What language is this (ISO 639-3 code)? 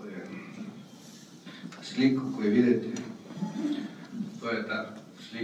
hrv